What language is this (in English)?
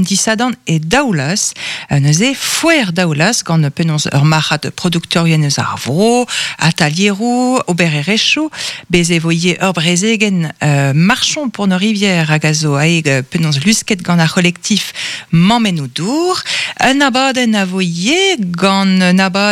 Breton